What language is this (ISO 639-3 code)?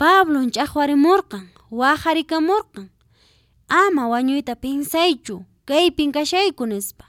que